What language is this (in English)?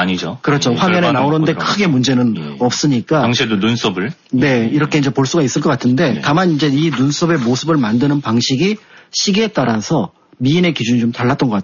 Korean